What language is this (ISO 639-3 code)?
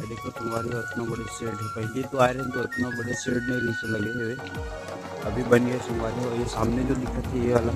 hne